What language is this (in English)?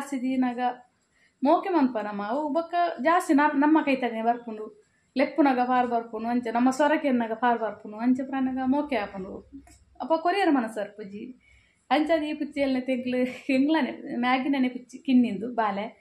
Tulu